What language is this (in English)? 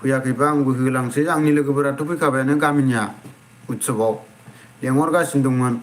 Bodo